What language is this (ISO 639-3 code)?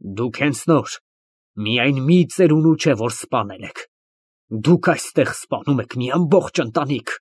hye